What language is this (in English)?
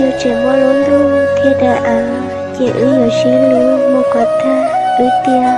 Hmong